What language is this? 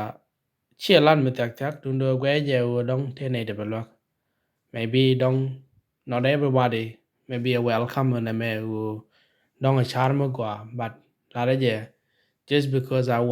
Nuer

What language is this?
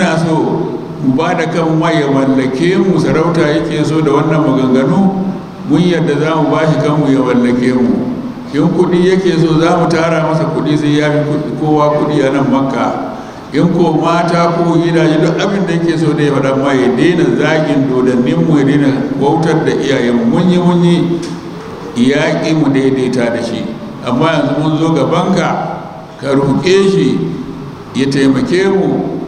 Hausa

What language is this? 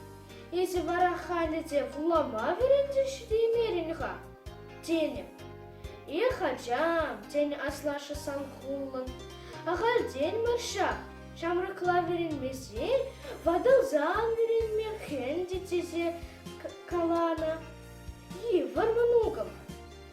Chuvash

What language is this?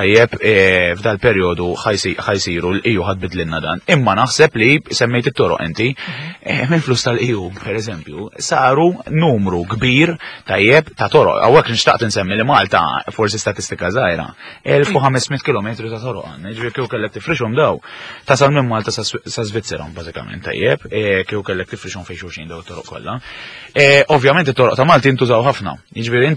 Maltese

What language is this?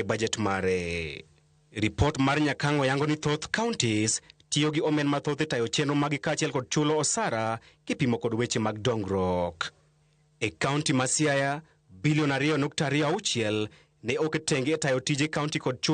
Luo (Kenya and Tanzania)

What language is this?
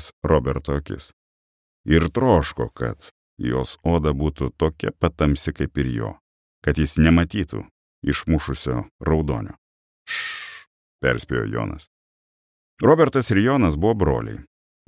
Lithuanian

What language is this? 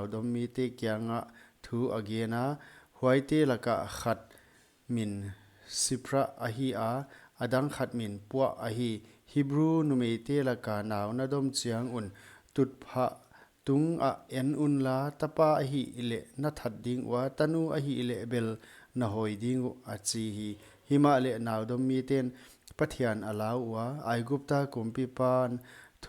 Paite Chin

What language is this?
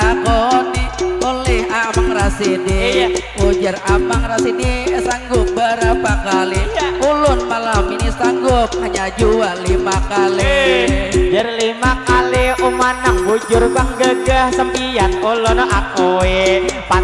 Banjar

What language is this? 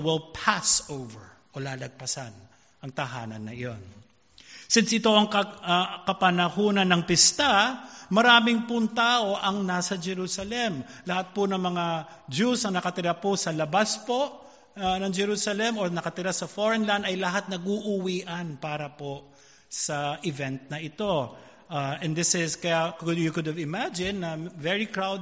Filipino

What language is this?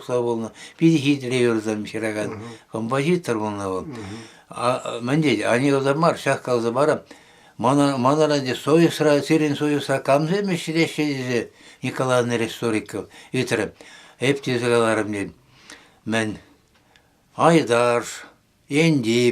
Chuvash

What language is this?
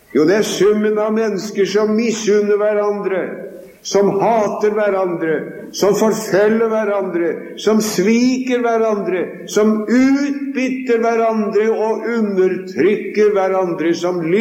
Norwegian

